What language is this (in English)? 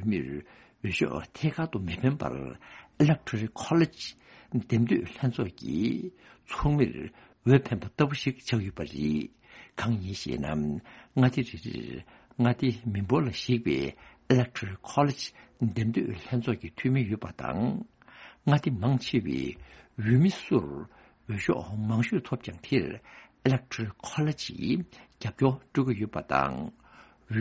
Tibetan